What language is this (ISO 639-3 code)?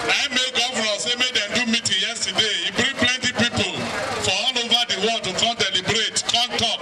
pcm